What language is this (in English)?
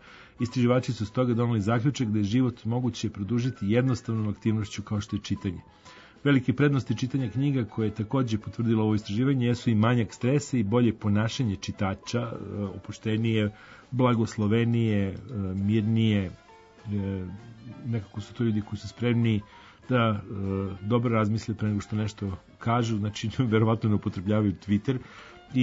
Serbian